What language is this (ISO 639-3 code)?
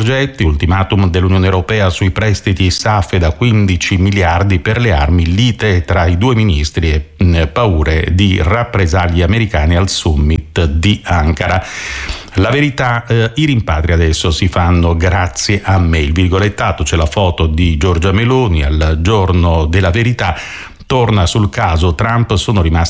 ita